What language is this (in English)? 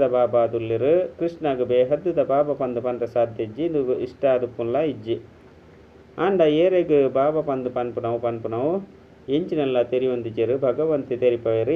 Tulu